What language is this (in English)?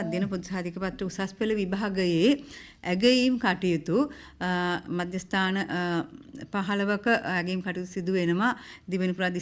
Sinhala